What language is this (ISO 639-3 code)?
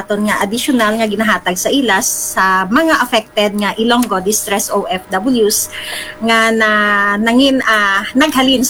hil